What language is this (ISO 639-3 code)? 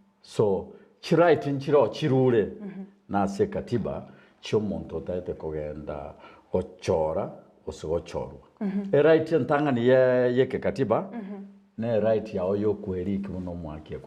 guz